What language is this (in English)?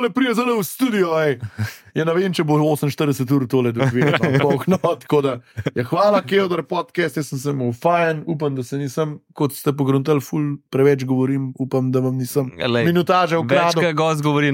Slovenian